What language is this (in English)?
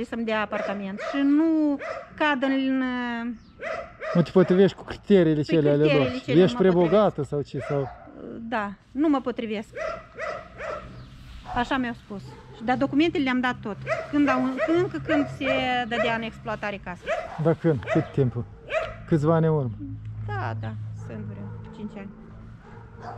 Romanian